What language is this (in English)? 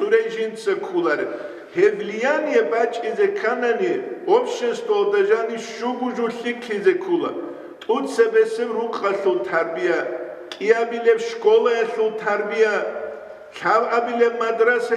Avaric